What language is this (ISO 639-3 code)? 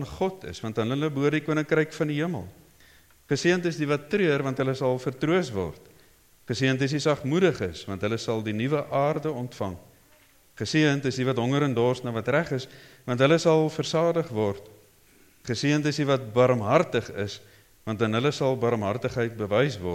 afr